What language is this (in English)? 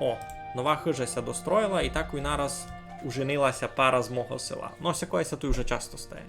Rusyn